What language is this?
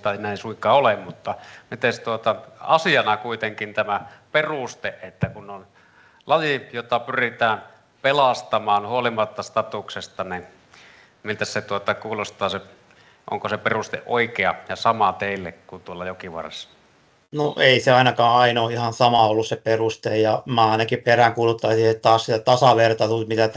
Finnish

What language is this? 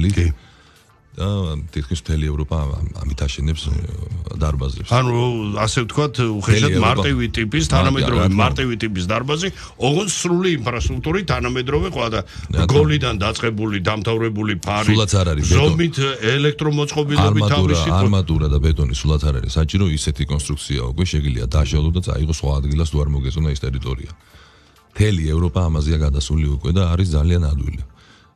Georgian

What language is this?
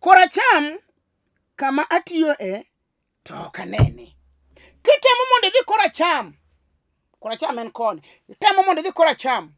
Luo (Kenya and Tanzania)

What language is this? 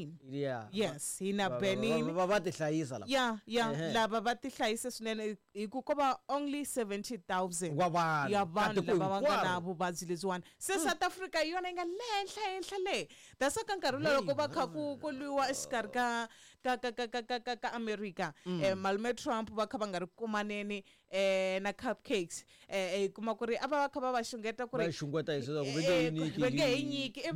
Tsonga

